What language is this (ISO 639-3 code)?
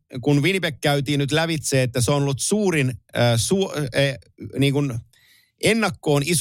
fin